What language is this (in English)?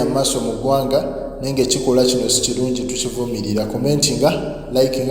Ganda